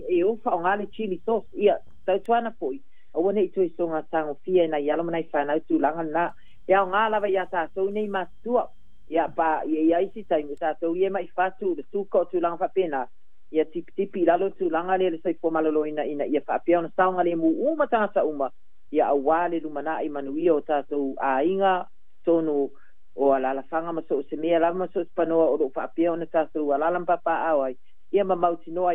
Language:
Samoan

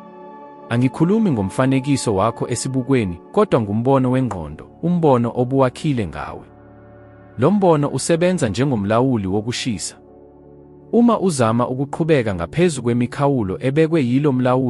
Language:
Zulu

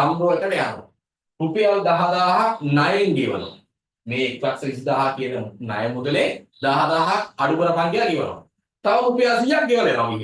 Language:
Sinhala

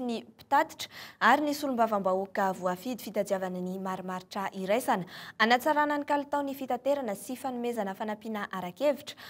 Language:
Malagasy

